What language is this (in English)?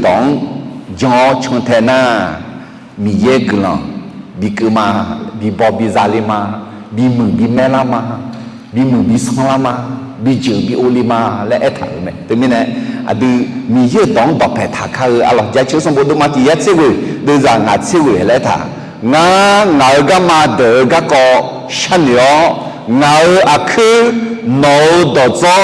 Akha